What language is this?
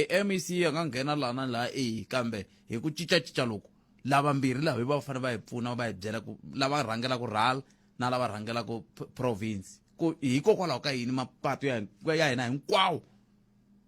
Tsonga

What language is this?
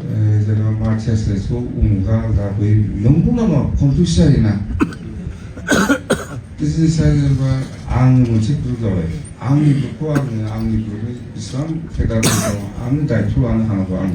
Bodo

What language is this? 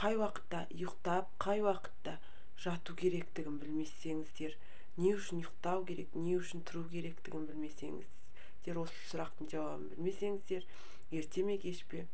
Kazakh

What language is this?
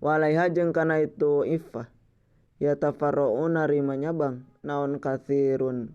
Sundanese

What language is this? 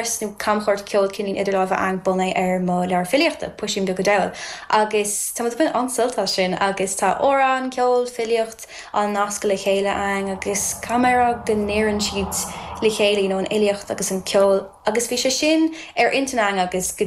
Irish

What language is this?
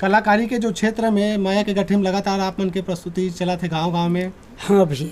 Chhattisgarhi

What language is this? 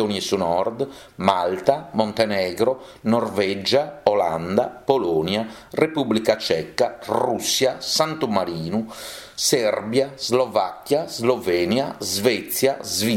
Sardinian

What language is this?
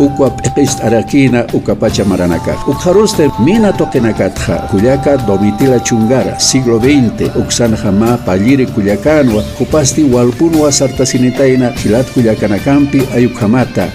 Aymara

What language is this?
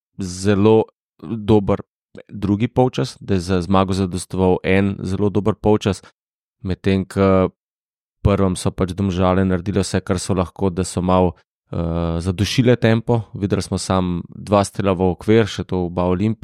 Slovenian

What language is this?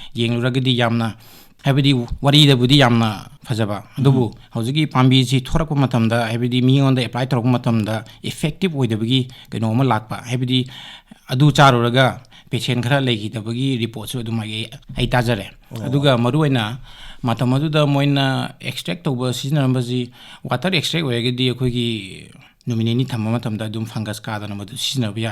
Manipuri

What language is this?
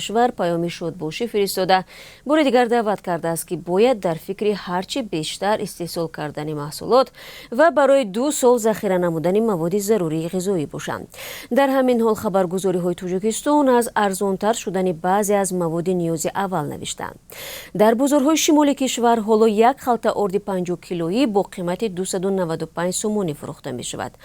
Tajik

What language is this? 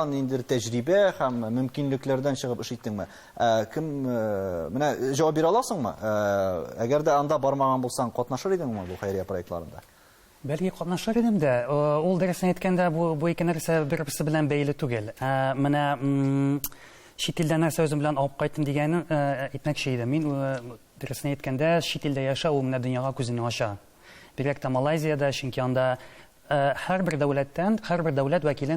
Tatar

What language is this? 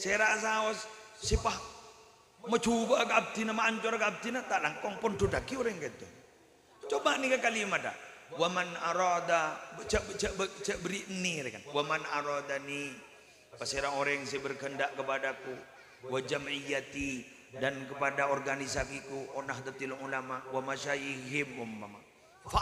Madurese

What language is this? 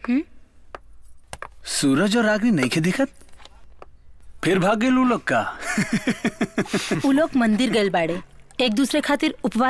Bhojpuri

